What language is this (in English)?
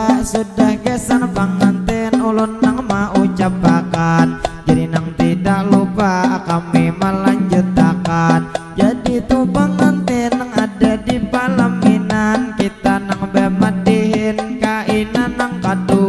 Banjar